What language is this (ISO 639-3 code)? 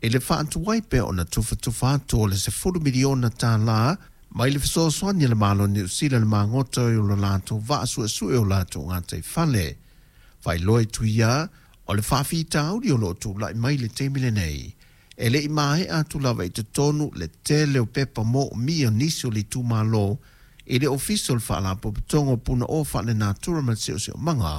smo